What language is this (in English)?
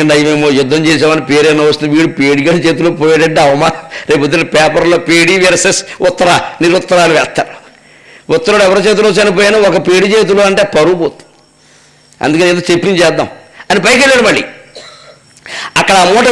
Telugu